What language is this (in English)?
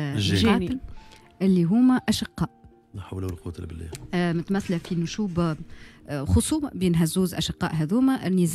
Tunisian Arabic